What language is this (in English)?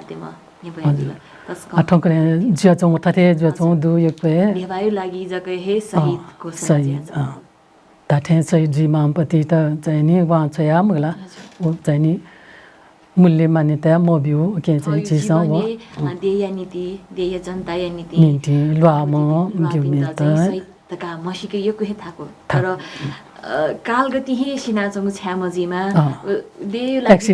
Newari